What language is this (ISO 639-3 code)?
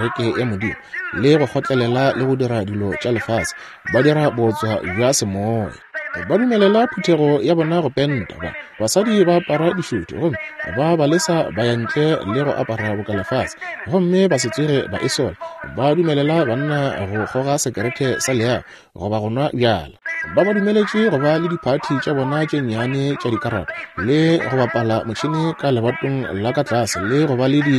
nso